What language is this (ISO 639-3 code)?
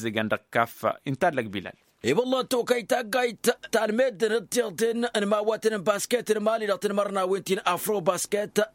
taq